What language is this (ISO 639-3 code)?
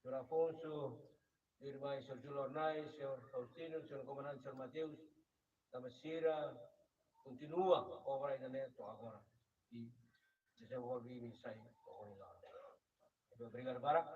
tet